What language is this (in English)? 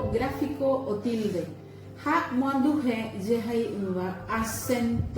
Guarani